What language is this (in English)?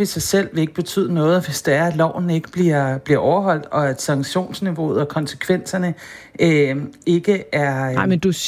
Danish